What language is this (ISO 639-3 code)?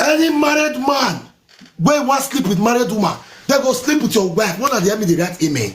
pcm